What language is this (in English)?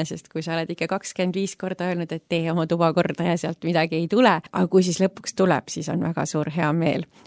Estonian